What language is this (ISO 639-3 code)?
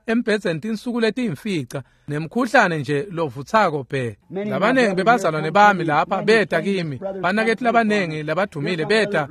ssw